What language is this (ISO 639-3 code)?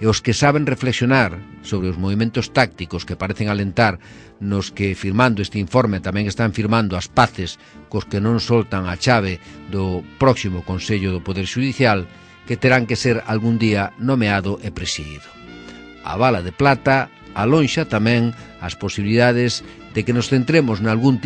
glg